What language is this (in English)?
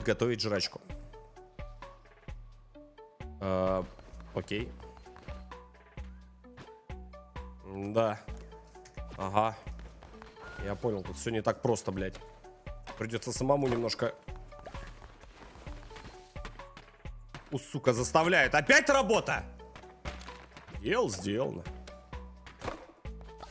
Russian